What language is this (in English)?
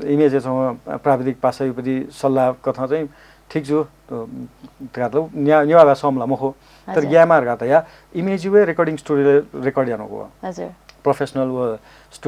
Newari